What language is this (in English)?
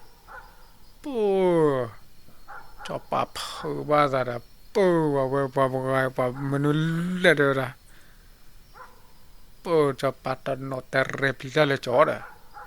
S'gaw Karen